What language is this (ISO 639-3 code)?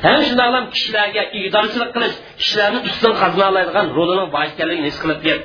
uig